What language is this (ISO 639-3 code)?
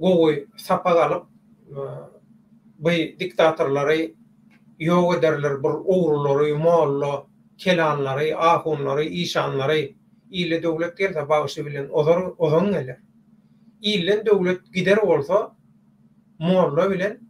tuk